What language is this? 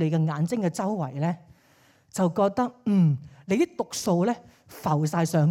Cantonese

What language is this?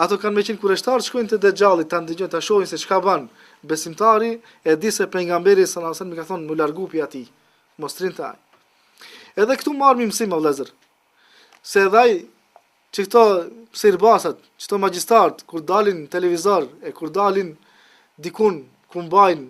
Albanian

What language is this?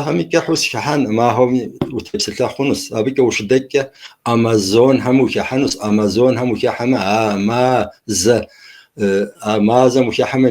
Kabardian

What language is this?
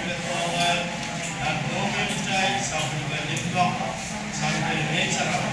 Pohnpeian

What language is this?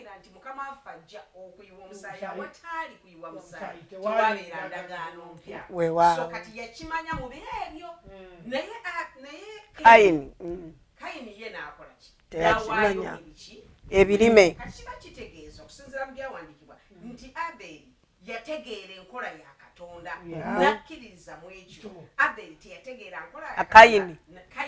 Ganda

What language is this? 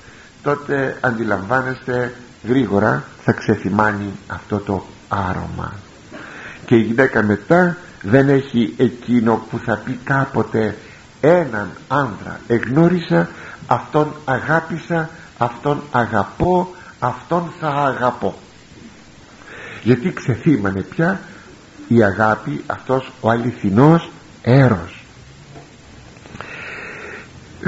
Greek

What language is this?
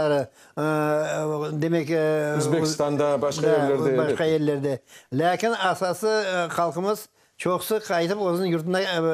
Crimean Tatar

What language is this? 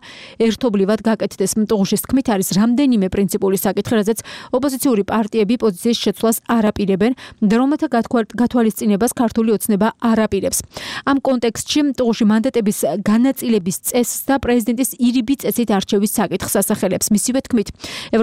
Georgian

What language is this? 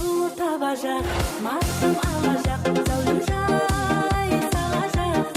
Kara-Kalpak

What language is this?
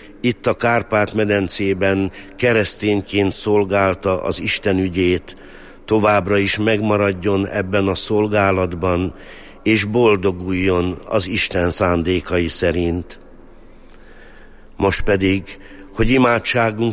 Hungarian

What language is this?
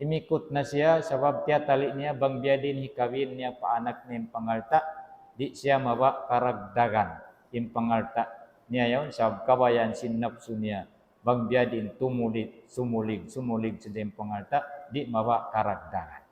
Tausug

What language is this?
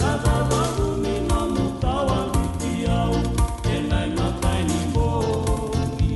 Fijian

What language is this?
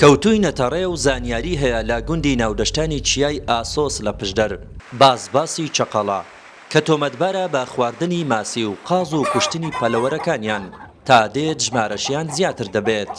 Central Kurdish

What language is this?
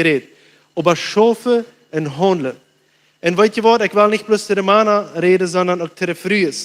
Plautdietsch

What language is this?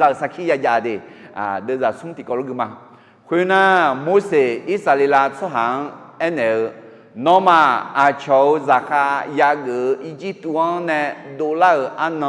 Akha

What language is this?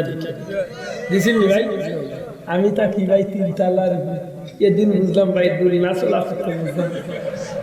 Sylheti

